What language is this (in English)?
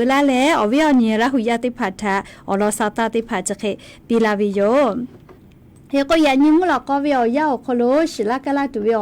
Lahu